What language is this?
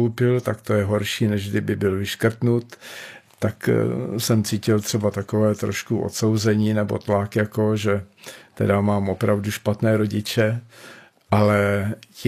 Czech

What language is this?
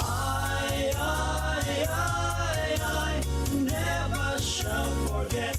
Gilbertese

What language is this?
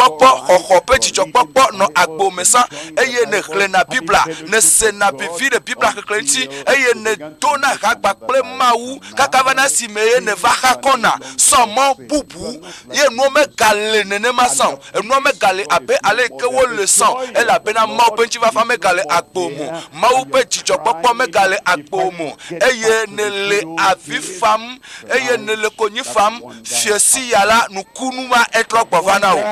Ewe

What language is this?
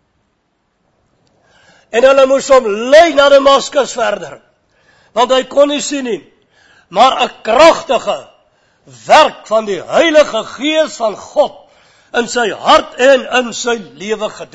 Afrikaans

